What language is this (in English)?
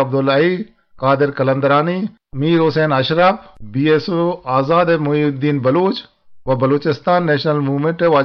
Eastern Balochi